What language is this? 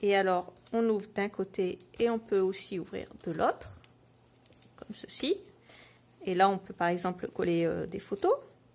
French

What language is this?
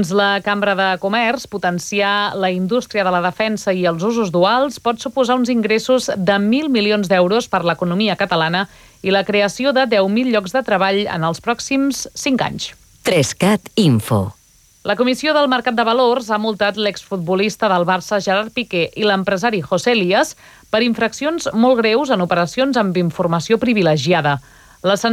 Catalan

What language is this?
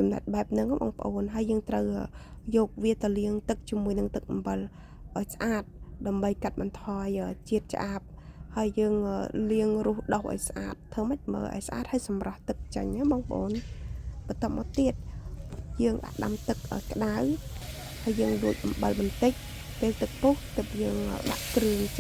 Khmer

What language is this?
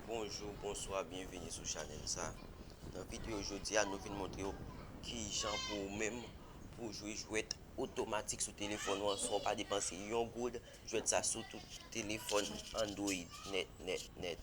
Haitian Creole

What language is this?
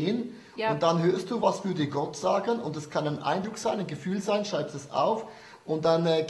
Swiss German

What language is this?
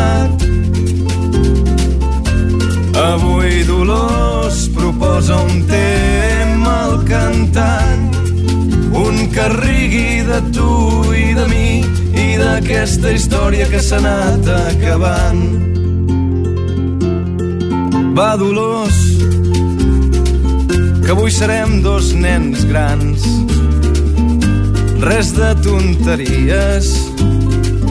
Catalan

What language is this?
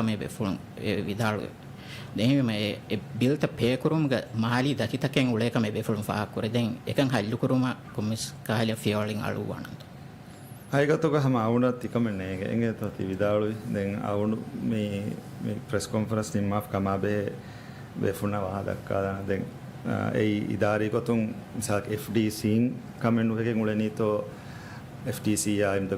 Divehi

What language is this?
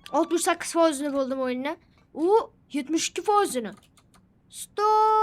Uzbek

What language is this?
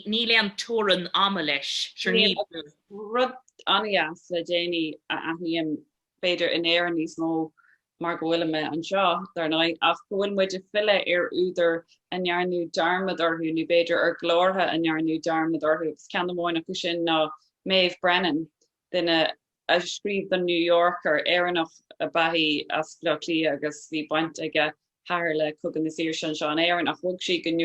Irish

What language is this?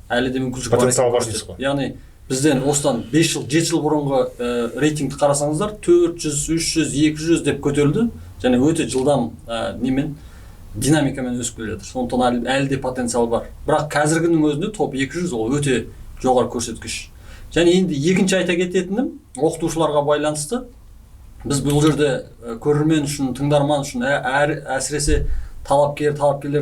Kazakh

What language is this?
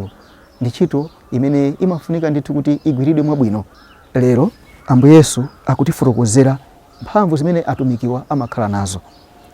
Nyanja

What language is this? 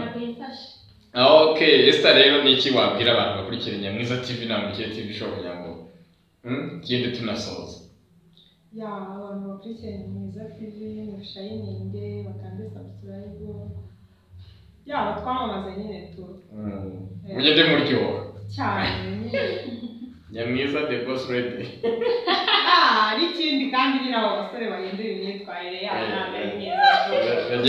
Kinyarwanda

